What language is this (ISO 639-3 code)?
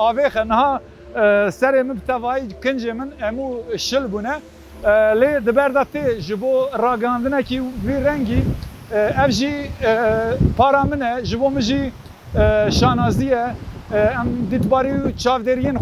kur